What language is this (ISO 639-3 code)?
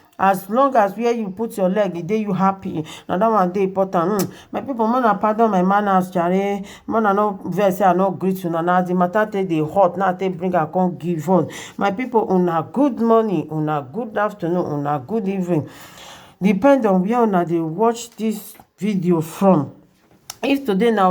pcm